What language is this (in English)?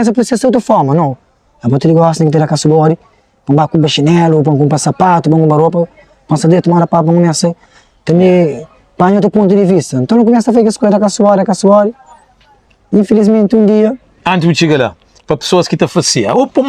Kabuverdianu